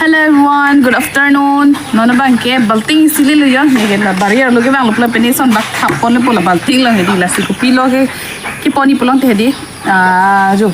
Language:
Karbi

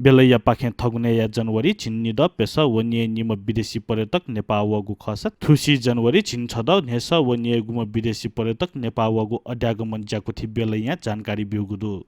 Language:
Newari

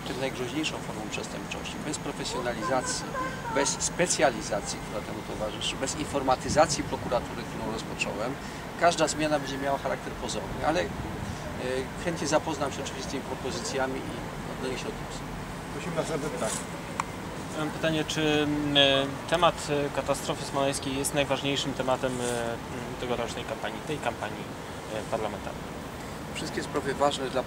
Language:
Polish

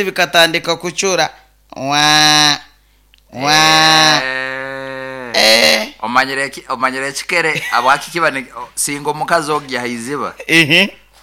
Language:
Nyoro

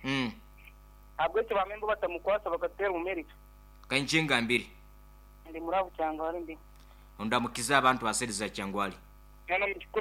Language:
Nyoro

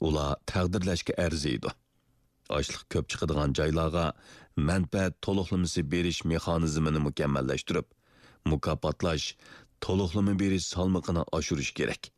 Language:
Uyghur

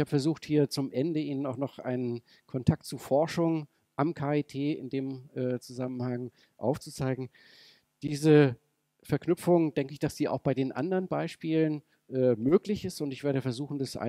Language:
German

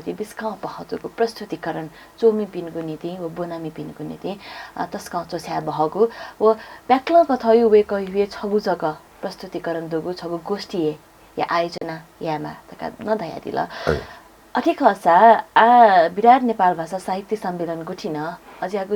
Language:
Newari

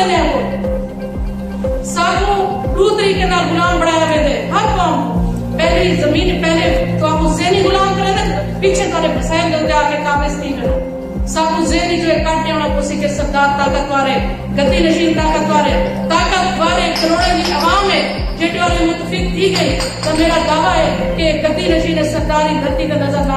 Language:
Saraiki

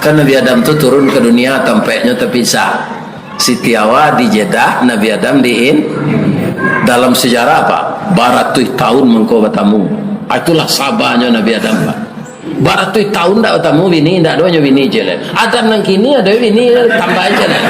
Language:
Minangkabau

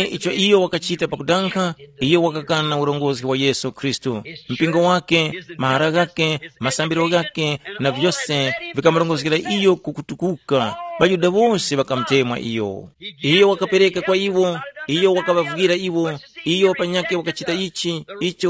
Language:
Tumbuka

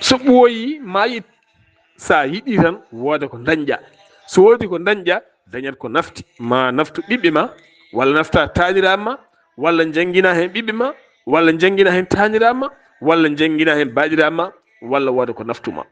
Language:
Fula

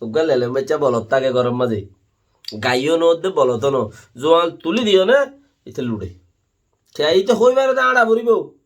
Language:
Rohingya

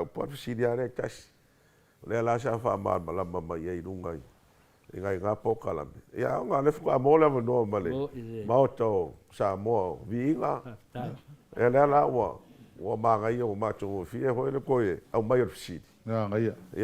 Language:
Samoan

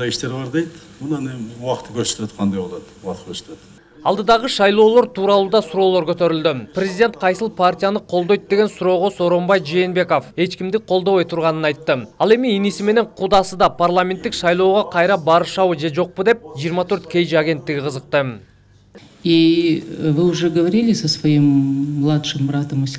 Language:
Kyrgyz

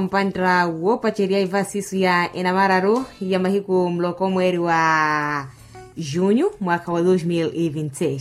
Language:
Makhuwa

